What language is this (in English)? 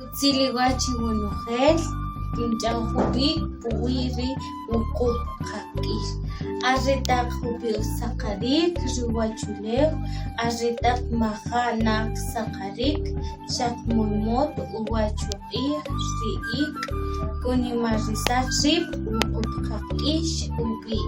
Kʼicheʼ